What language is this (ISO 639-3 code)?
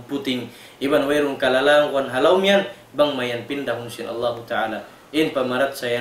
tsg